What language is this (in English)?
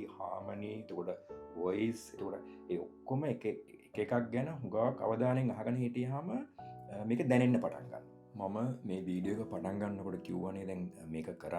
Sinhala